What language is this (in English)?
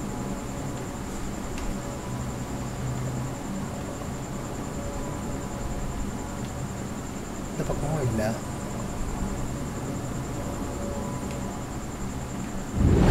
Tamil